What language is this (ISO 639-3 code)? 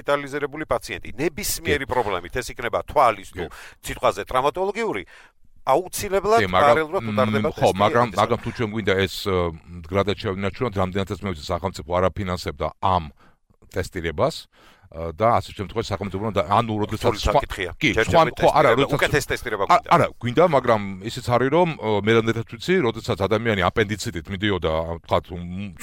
kat